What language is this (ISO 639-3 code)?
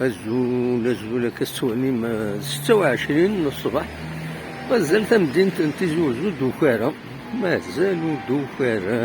kab